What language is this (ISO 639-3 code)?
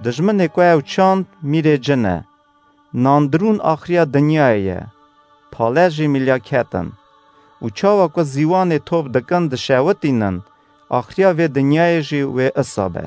kur